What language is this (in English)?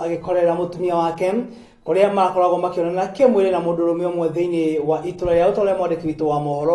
Kikuyu